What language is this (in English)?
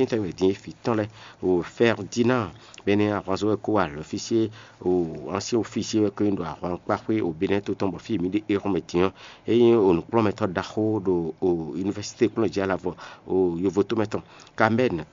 Fon